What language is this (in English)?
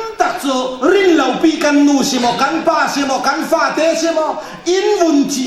Falam Chin